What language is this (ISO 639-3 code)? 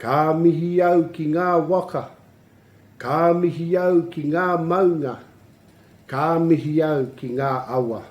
mri